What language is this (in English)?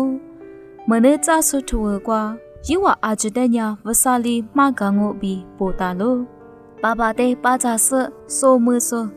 Lisu